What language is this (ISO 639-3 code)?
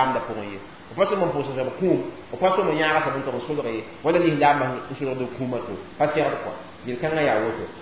mos